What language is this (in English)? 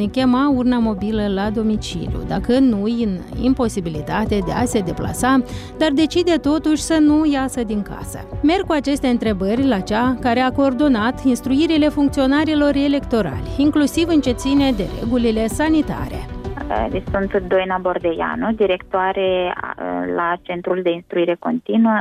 Romanian